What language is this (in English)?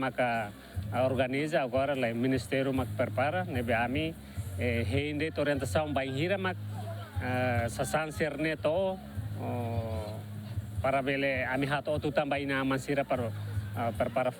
Tetum